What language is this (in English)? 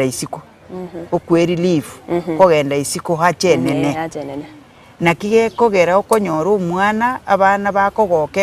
Gusii